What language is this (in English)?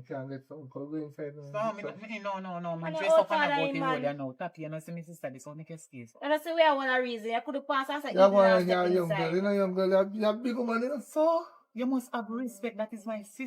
Jamaican Creole English